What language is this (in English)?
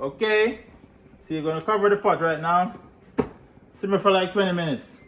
Jamaican Creole English